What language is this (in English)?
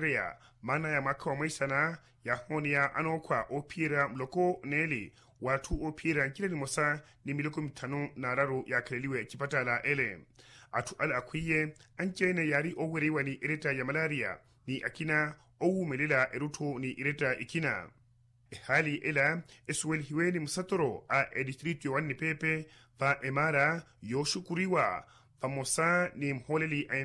Makhuwa